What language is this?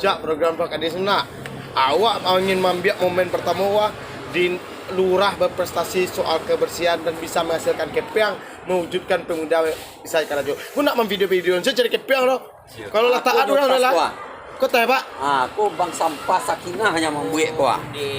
Minangkabau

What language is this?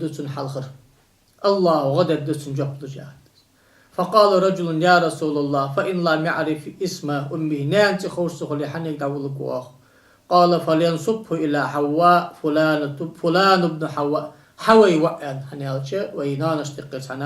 Ingush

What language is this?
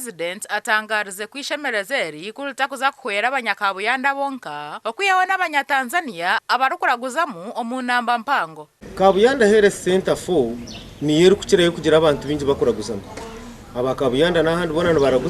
Nyankole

